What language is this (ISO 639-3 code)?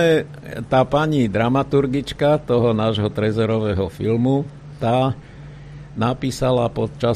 slk